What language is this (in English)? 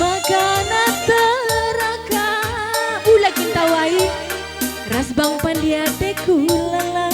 Batak Karo